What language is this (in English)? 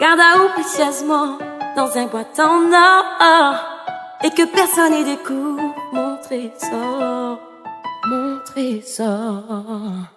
Réunion Creole French